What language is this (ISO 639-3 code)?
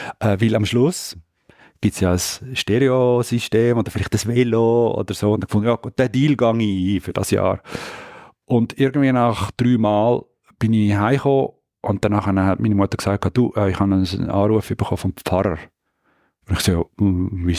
gsw